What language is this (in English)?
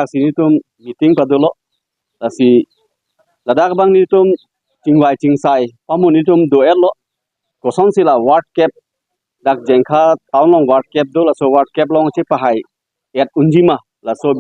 Karbi